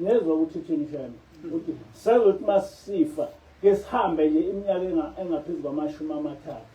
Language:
Zulu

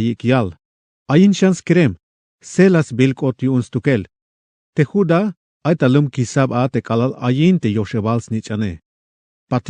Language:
Tzeltal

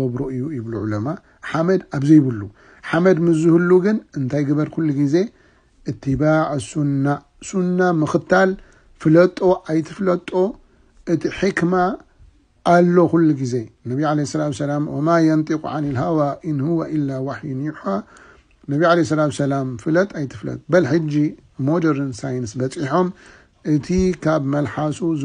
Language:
Tigrinya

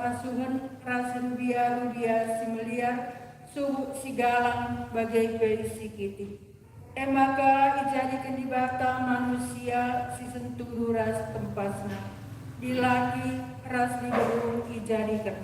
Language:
Batak Karo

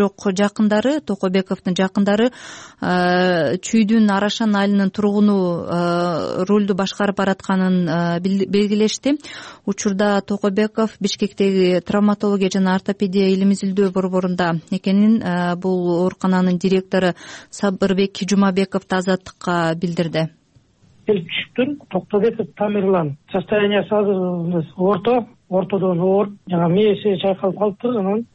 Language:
Kyrgyz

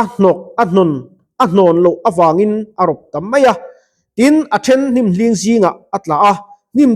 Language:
Mizo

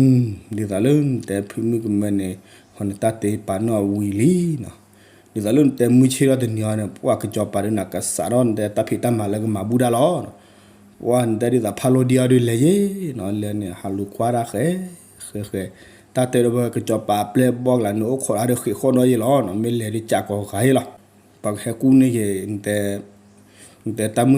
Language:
S'gaw Karen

